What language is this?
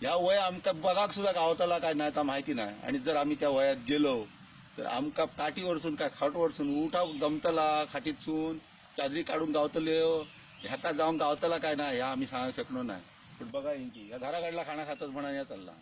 Konkani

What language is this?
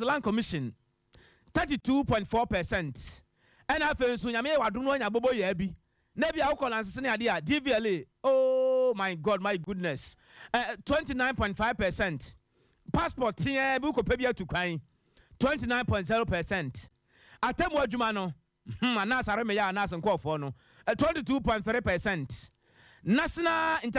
Akan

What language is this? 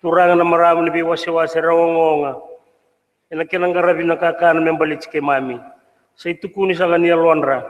Fijian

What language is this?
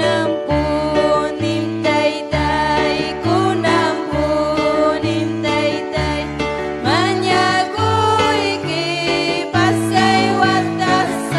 Ayacucho Quechua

